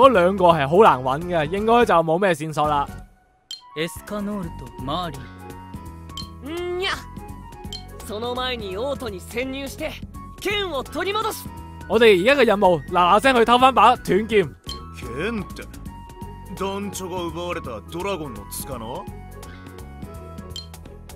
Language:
Cantonese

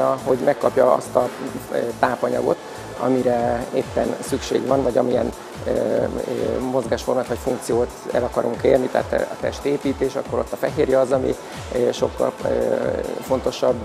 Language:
Hungarian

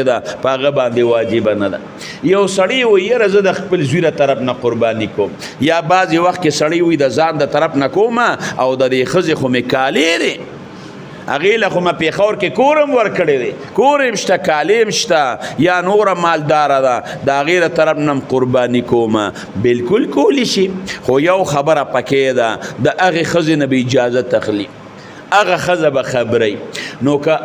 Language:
Pashto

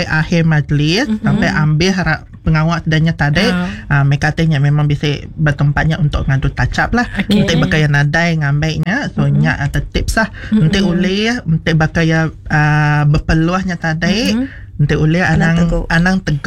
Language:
Iban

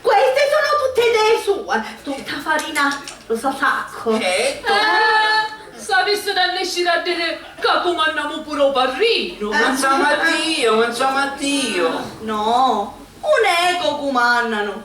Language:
Sicilian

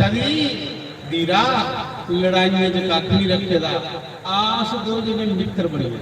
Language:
Dogri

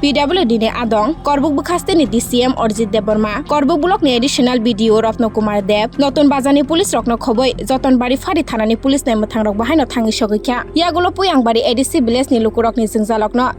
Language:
Kok Borok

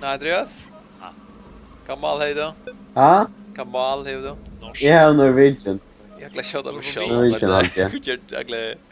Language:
Faroese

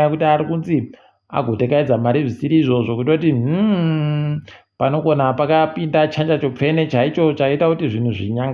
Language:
Ndau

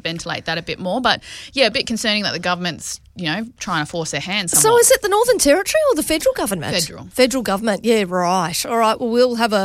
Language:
English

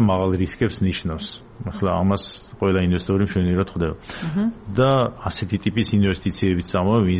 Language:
Georgian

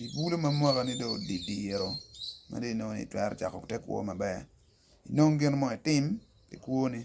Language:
Acoli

